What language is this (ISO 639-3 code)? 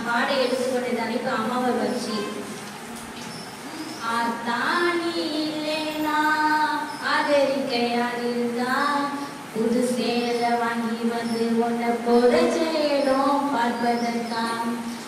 tam